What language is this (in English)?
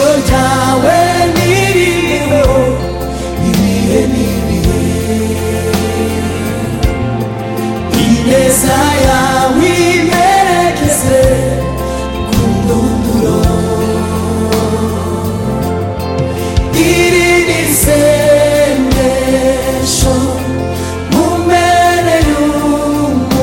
Kinyarwanda